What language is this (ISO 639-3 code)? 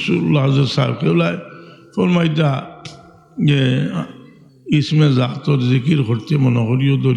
syl